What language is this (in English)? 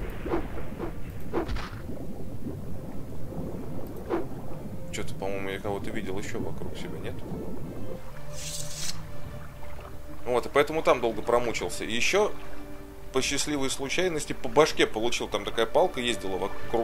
Russian